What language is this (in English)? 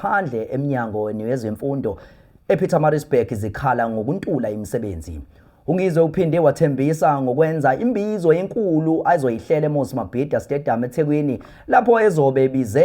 Zulu